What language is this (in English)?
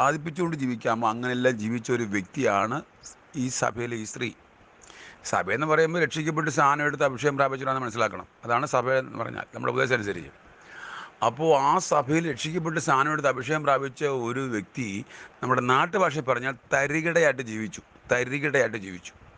Malayalam